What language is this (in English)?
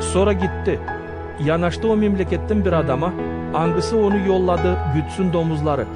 Gagauz